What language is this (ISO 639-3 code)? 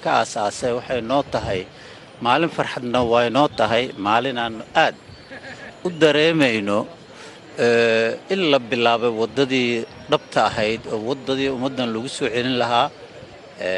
som